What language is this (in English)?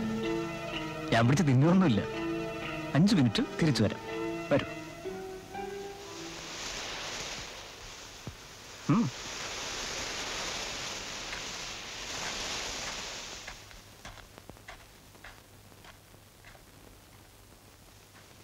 Malayalam